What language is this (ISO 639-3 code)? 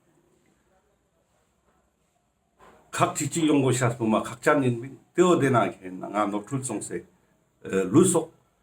lbj